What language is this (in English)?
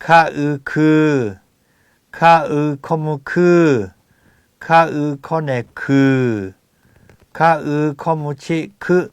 Lahu